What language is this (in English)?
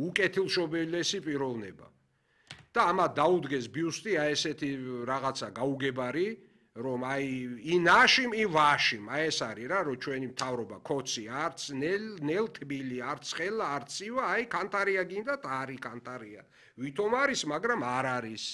Georgian